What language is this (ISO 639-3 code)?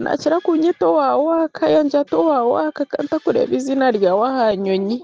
nyn